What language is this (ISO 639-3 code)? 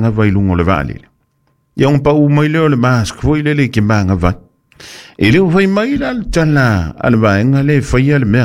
smo